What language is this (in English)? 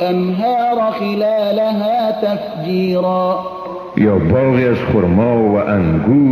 Persian